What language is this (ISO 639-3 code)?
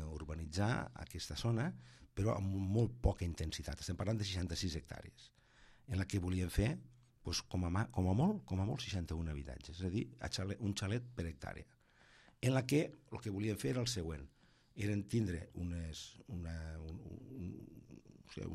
cat